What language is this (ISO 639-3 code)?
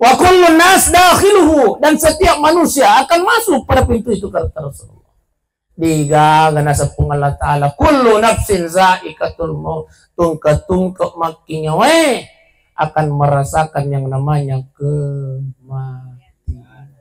bug